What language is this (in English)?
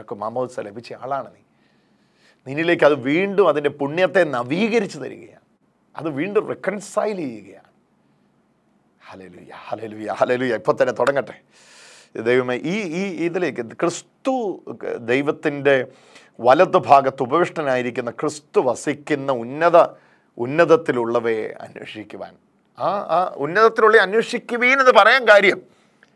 Malayalam